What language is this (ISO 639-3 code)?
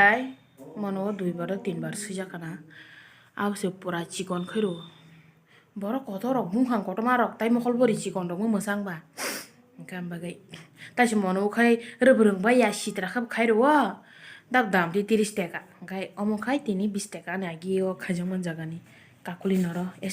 trp